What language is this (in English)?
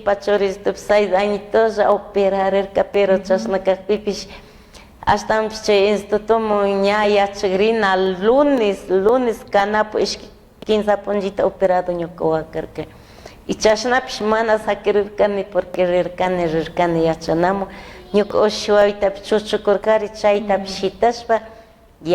Chimborazo Highland Quichua